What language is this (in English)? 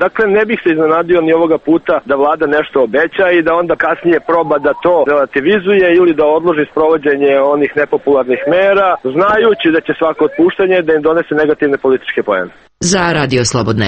Serbian